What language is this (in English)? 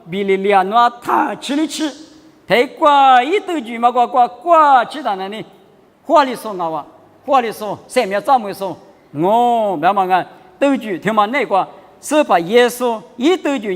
Lisu